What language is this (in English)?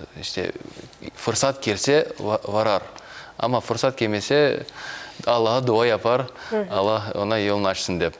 Crimean Tatar